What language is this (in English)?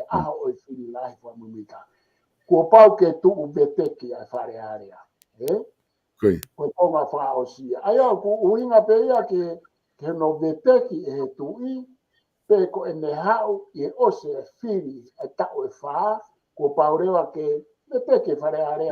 Tongan